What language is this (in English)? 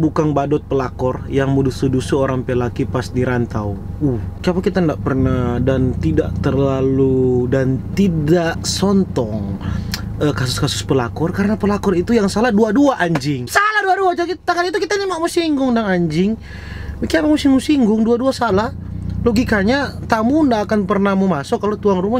Manado Malay